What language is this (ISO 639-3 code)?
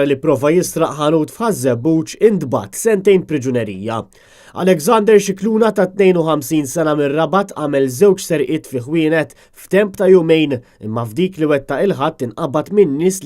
mlt